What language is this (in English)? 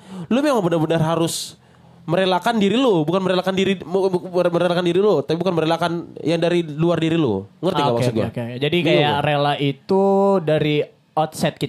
Indonesian